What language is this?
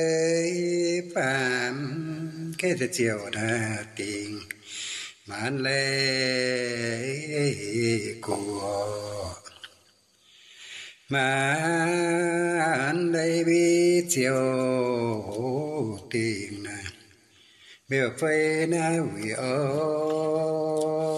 Vietnamese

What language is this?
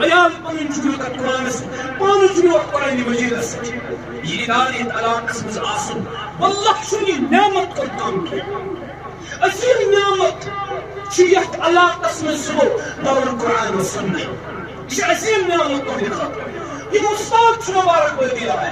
Kashmiri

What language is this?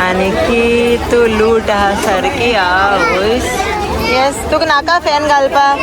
Konkani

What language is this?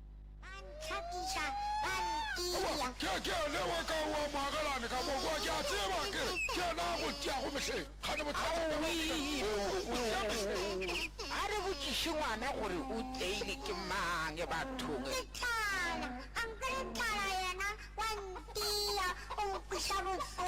Northern Sotho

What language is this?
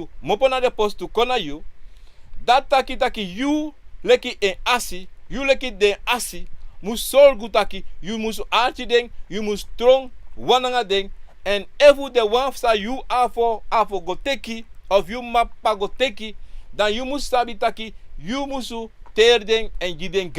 Sranan Tongo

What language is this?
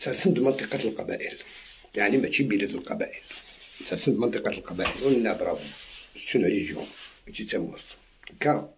Algerian Arabic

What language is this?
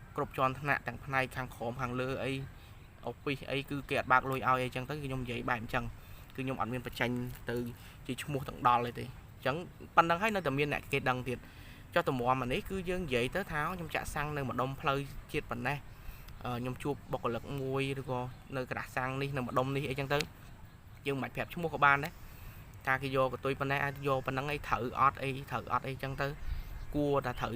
Khmer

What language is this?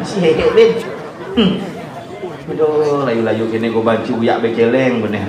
Balinese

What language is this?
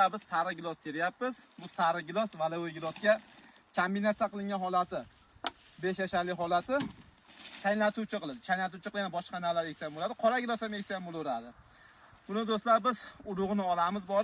Uzbek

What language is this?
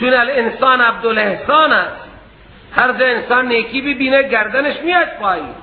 Persian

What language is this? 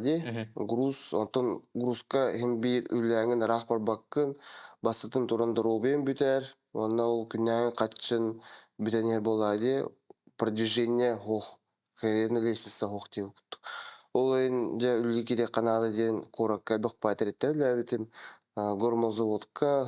Yakut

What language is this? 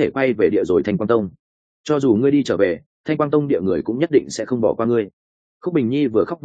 Vietnamese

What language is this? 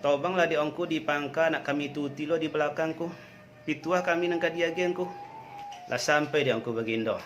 Minangkabau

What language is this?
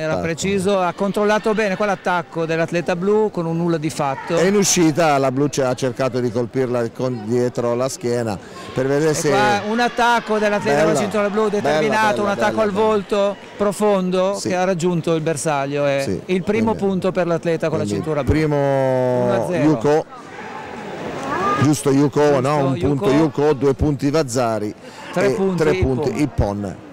Italian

